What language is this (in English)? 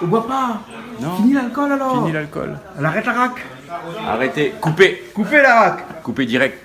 Réunion Creole French